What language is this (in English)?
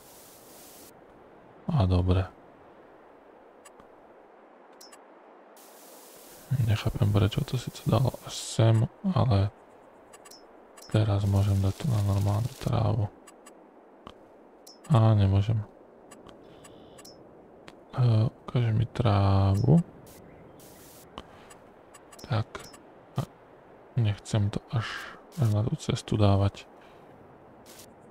Slovak